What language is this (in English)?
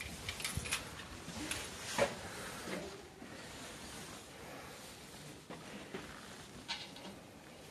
Japanese